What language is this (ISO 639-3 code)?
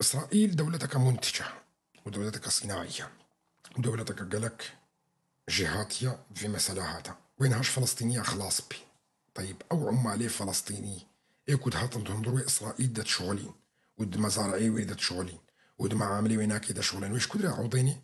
kur